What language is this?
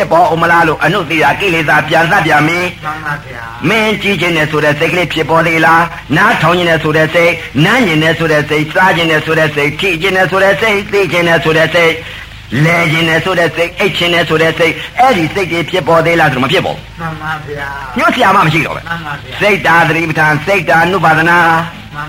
Burmese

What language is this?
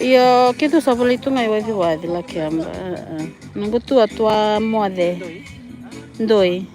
Fijian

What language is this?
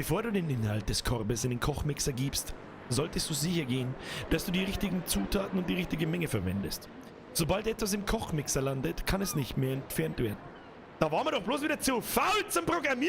Bavarian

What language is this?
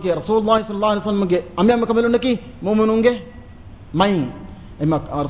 Divehi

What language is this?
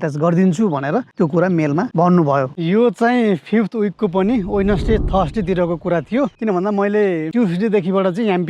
Nepali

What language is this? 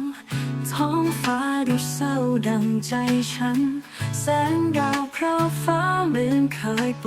Lao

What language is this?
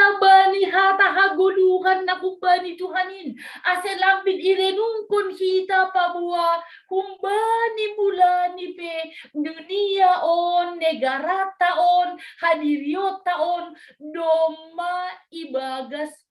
Batak Simalungun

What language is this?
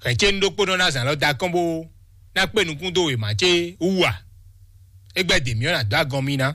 Fon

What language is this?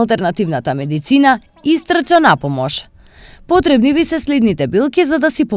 Macedonian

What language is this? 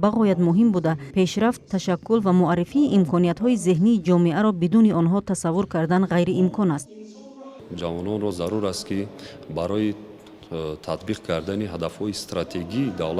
Tajik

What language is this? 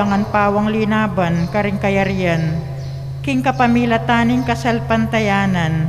Pampanga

